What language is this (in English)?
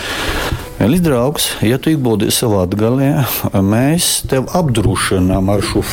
Latgalian